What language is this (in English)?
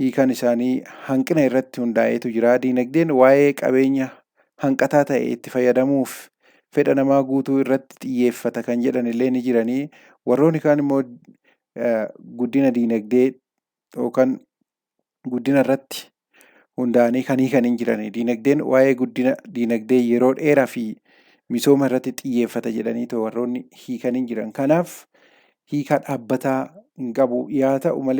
Oromo